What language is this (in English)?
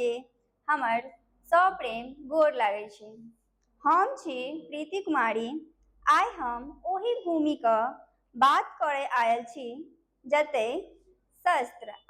Maithili